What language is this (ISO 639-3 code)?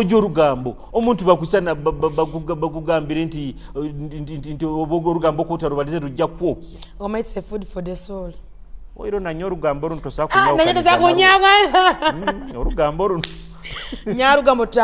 nyo